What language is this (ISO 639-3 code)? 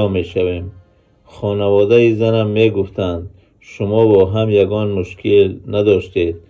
tgk